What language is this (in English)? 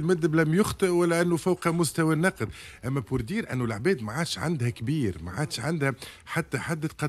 Tunisian Arabic